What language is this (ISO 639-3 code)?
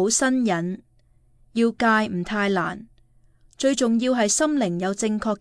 yue